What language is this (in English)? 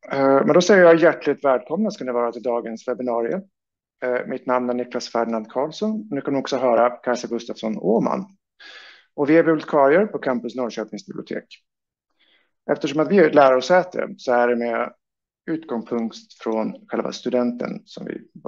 Swedish